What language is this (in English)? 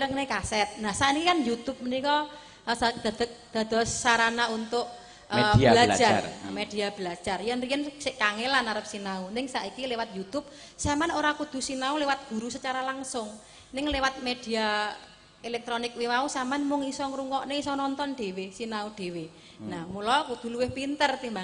Javanese